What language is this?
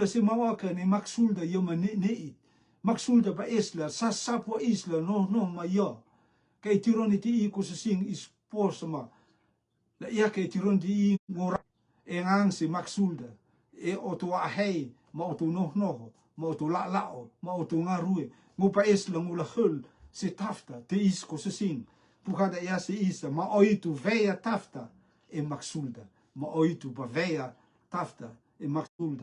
Rotuman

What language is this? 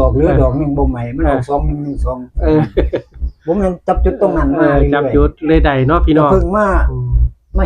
Northeastern Thai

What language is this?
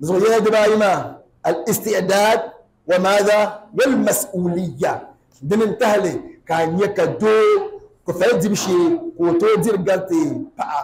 Dagbani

